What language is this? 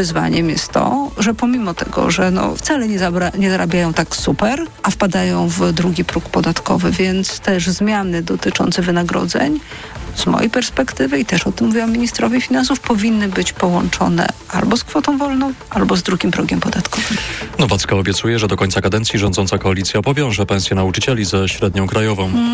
Polish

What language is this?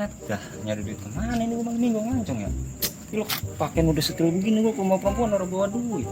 Betawi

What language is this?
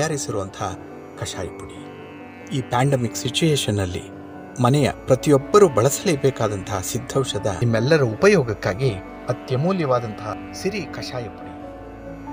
Kannada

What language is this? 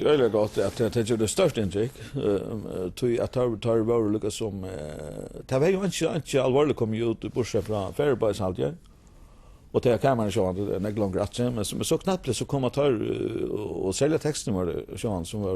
Faroese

